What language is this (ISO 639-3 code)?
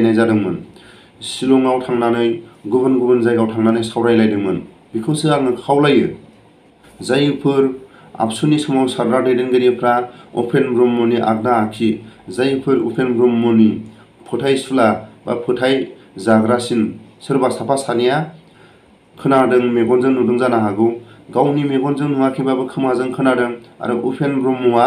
brx